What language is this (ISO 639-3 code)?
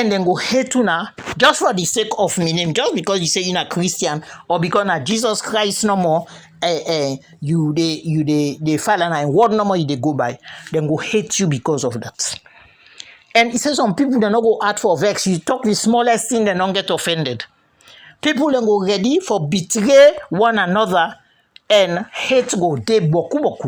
kri